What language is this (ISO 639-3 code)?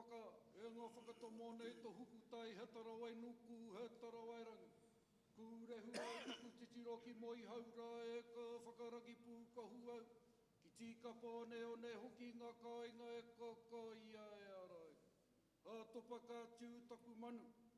mri